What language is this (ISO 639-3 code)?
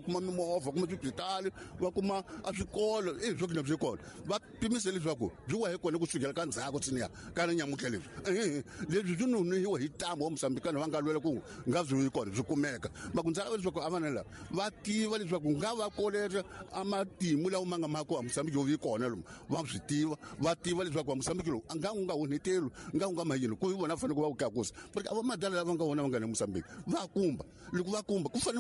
tso